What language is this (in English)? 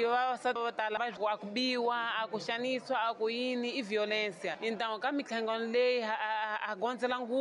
Tsonga